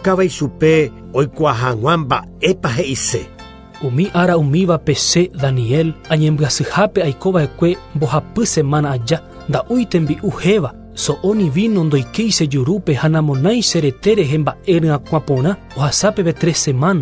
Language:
Guarani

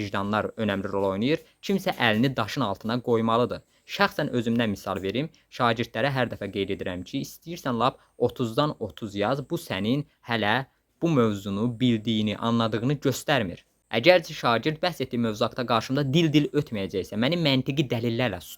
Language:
Azerbaijani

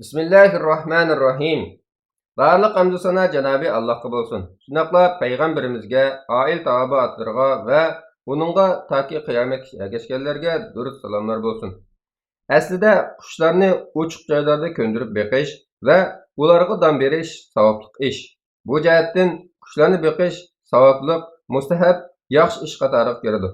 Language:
Uyghur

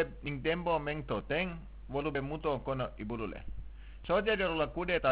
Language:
Mandingo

